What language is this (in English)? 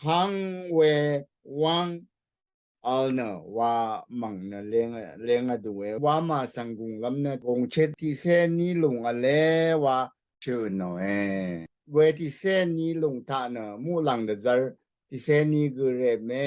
Rawang